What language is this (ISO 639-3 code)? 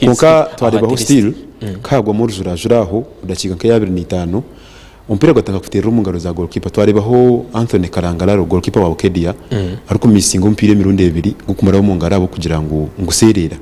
nyn